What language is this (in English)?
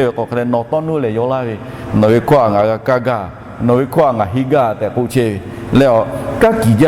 Lahu